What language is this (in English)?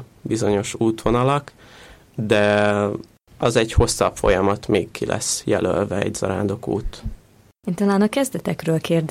Hungarian